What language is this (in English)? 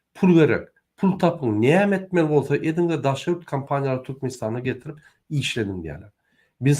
Turkmen